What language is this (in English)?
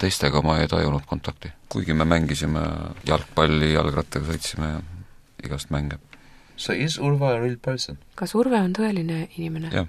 Estonian